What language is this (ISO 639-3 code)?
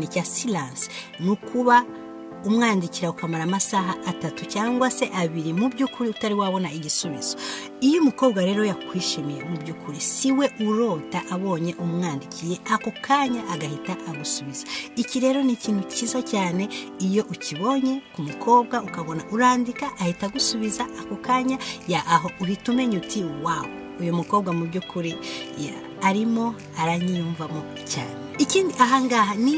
kin